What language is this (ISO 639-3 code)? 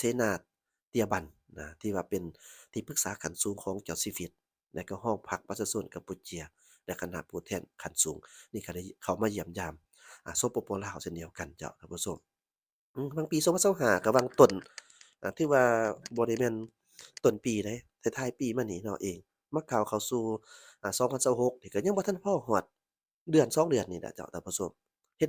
lao